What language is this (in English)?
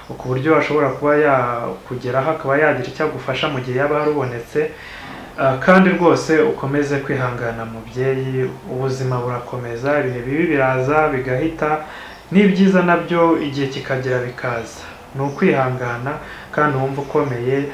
Kinyarwanda